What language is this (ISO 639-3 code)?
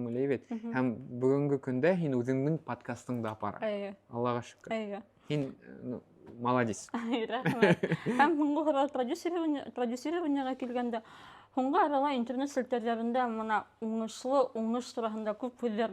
bak